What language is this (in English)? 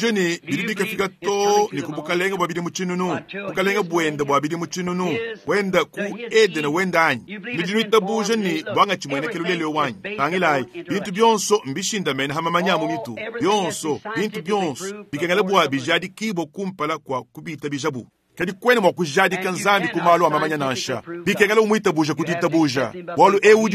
Luba-Lulua